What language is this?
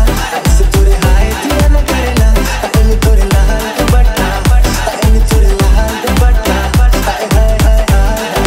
Bhojpuri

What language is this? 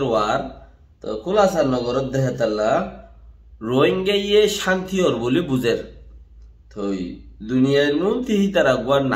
Rohingya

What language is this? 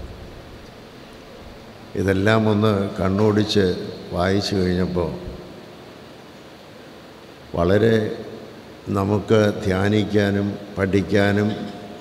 Malayalam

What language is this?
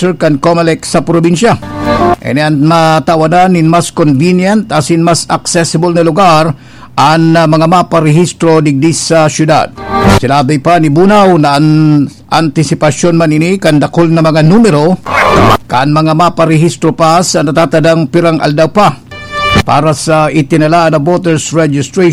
Bikol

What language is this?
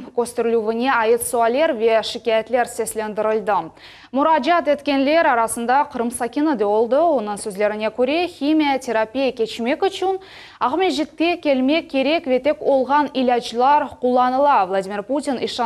Crimean Tatar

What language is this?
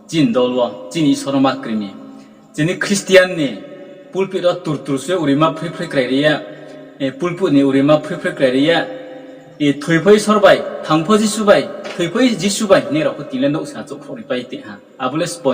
Riang (India)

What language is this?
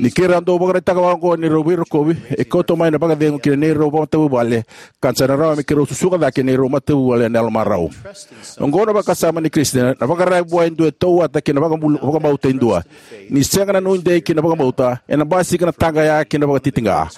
Fijian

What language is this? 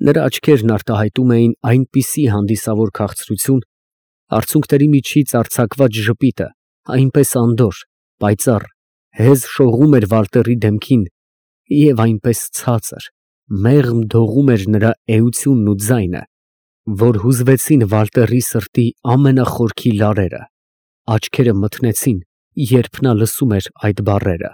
Armenian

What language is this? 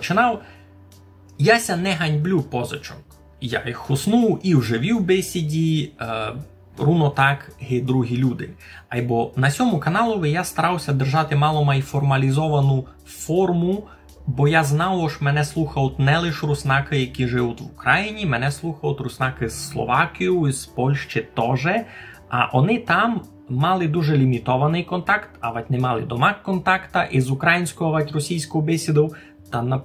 Rusyn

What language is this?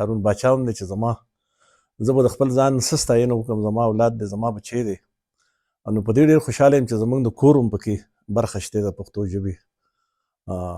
Pashto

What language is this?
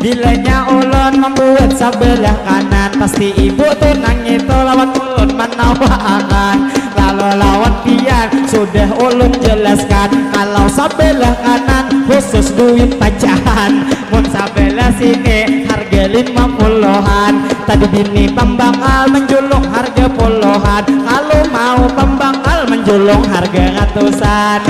Banjar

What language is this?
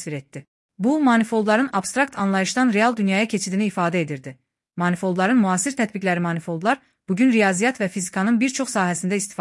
Azerbaijani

